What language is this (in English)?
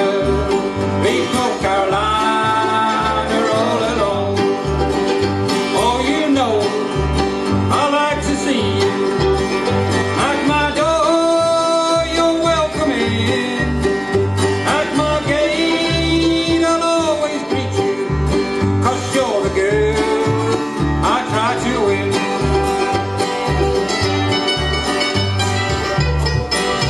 English